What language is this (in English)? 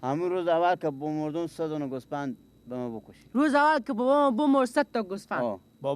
Persian